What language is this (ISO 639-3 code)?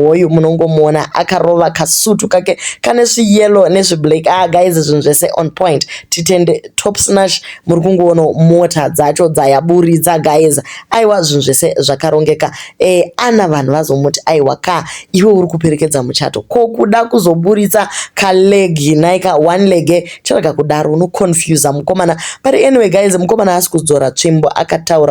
sna